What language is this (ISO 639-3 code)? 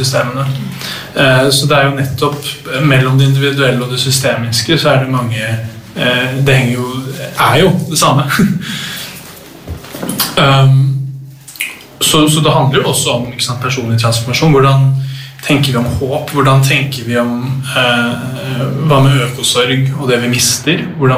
nor